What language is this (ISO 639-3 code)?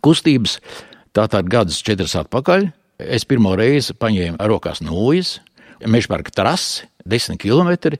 lav